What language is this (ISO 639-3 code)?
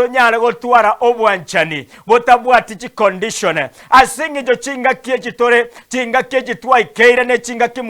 guz